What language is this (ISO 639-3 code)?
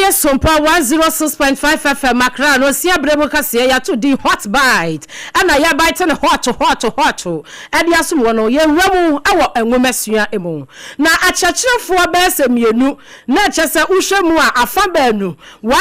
aka